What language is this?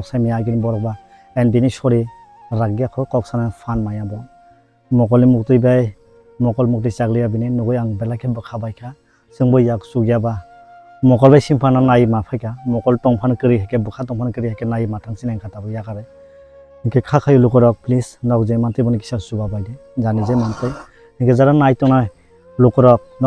Kok Borok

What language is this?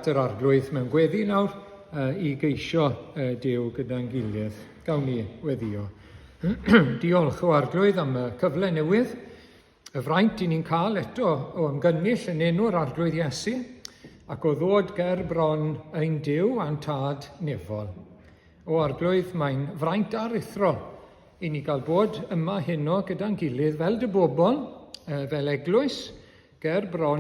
Welsh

